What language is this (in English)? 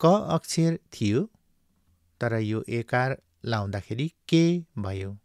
Nepali